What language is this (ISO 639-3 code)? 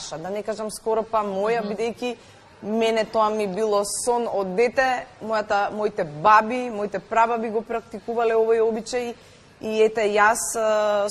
mkd